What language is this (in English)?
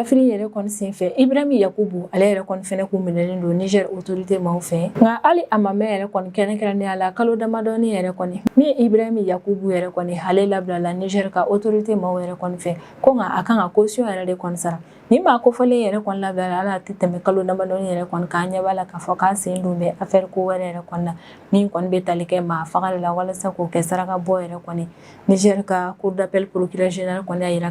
Bambara